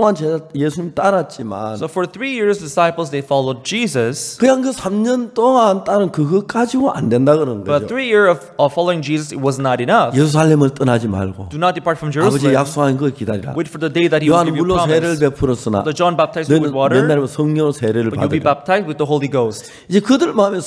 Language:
Korean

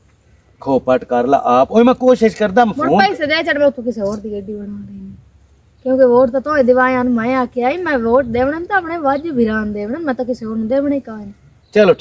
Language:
Punjabi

